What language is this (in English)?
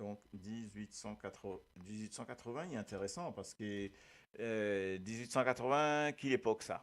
Morisyen